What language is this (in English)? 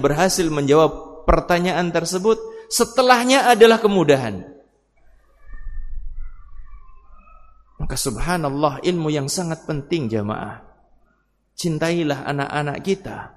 Indonesian